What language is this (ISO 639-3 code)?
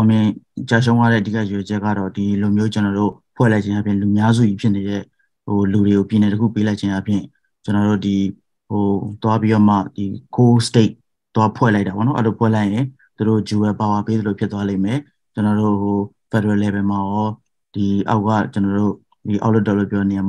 mya